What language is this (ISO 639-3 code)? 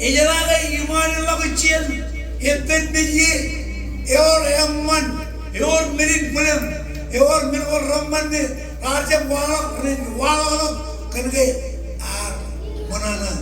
mah